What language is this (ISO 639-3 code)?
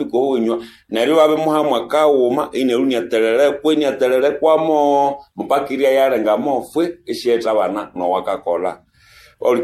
nnb